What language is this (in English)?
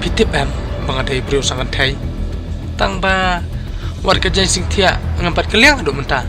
Khasi